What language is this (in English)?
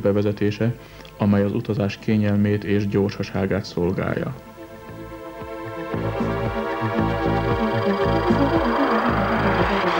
Hungarian